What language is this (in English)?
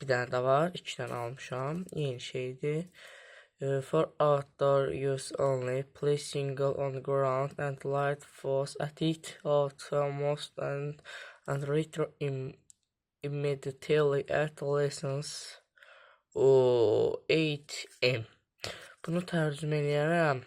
Azerbaijani